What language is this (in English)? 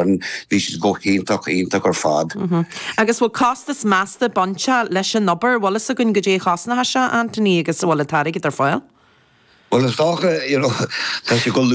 Irish